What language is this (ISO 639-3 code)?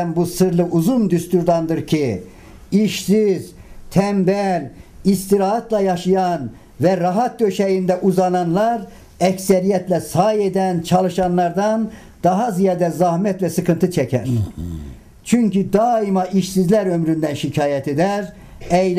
tur